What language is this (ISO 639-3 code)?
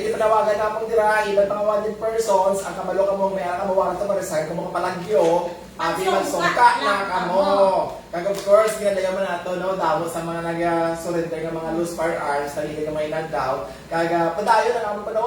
hil